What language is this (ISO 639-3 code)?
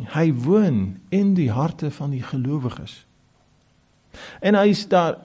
afr